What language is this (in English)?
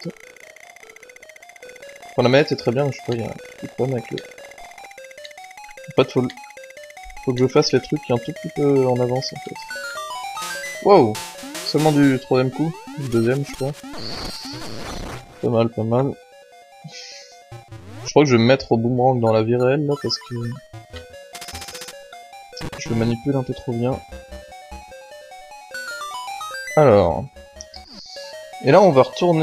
French